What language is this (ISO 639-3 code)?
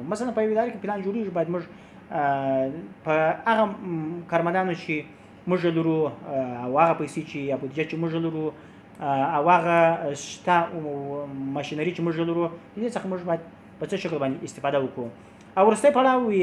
pus